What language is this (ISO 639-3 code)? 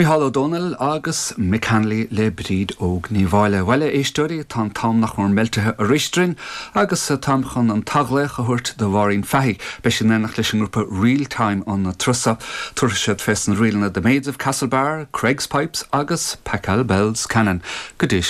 gle